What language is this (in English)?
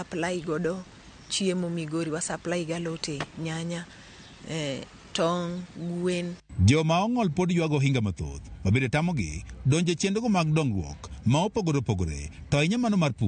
Luo (Kenya and Tanzania)